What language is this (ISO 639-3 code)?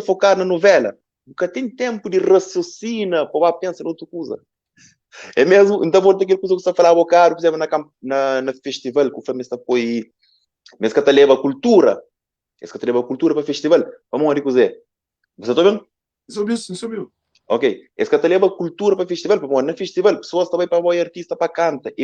kea